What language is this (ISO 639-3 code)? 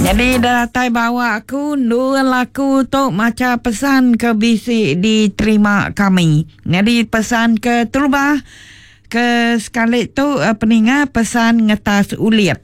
iba